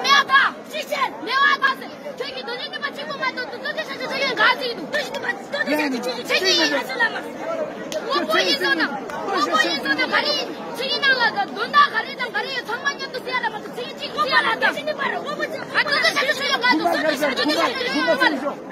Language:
Tibetan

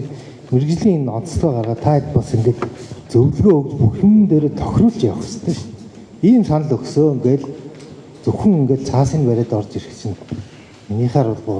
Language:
Mongolian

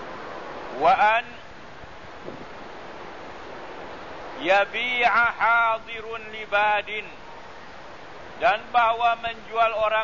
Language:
Malay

